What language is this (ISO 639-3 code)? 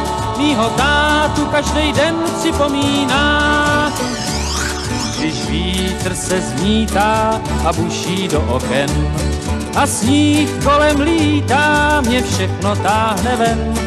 ces